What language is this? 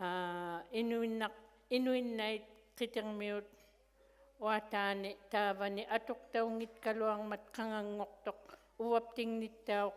Inuktitut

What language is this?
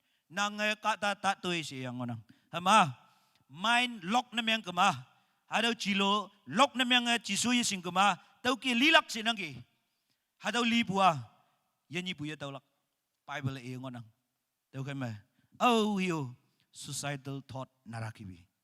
Naga Pidgin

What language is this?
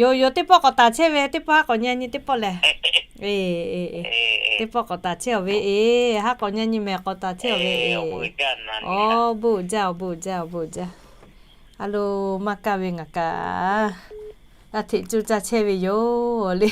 Lahu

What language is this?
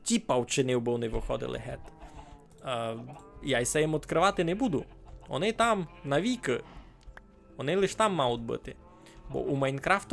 Rusyn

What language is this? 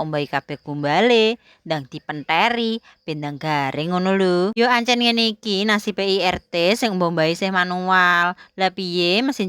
Javanese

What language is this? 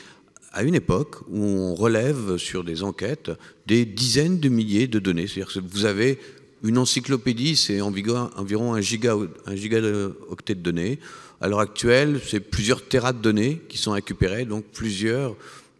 French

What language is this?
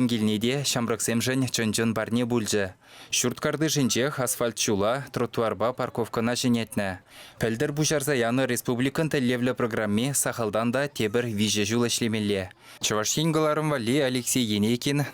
Chuvash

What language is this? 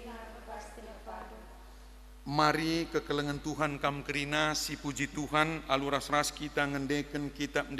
Batak Karo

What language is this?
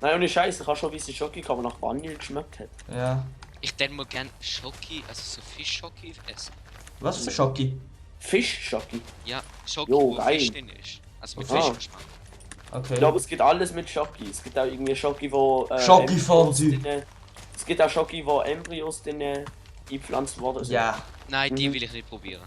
Swiss German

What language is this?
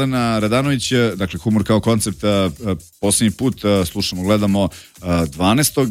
Serbian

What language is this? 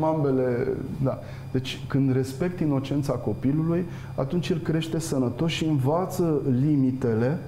Romanian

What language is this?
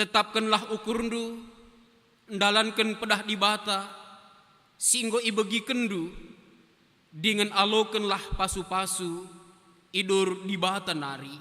Batak Karo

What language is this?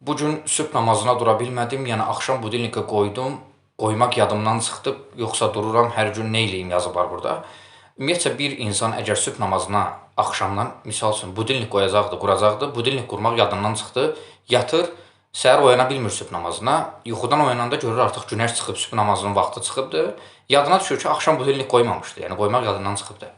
Azerbaijani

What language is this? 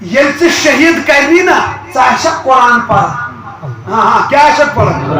Kashmiri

